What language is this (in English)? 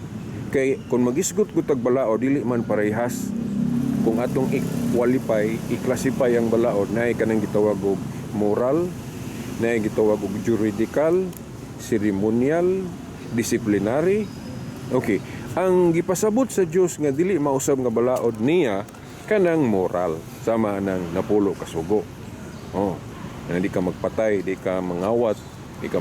Cebuano